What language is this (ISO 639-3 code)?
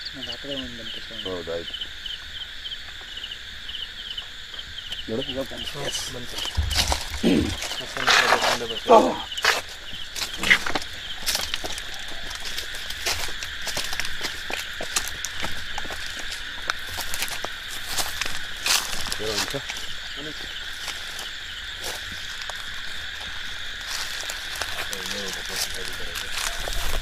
kan